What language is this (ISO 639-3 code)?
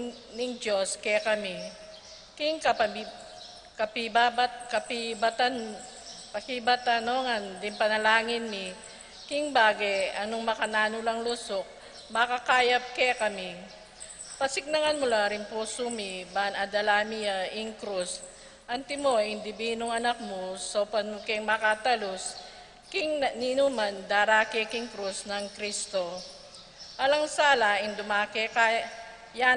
pam